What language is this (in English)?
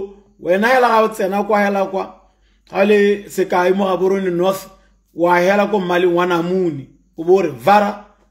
Tswana